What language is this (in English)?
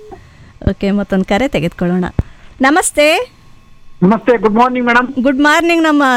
Kannada